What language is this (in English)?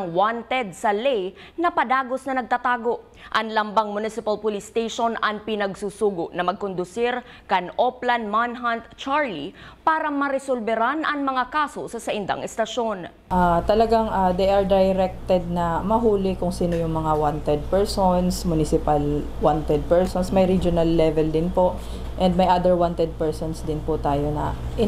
Bikol